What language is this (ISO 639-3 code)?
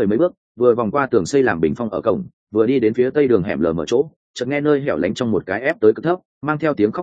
vie